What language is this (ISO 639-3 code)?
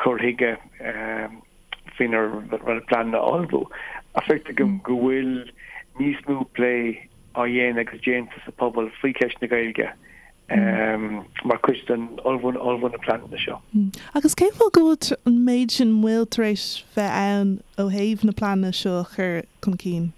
gle